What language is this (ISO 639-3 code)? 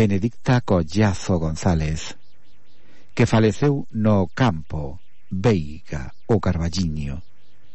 glg